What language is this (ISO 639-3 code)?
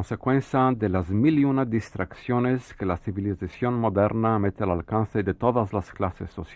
lad